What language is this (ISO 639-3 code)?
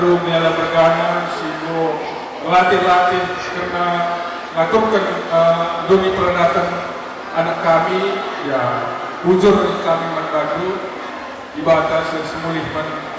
btx